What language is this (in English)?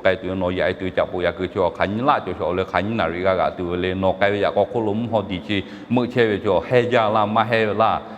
Lahu